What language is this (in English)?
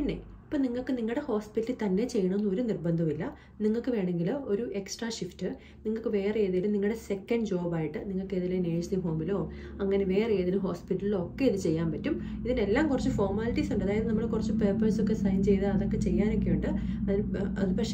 Malayalam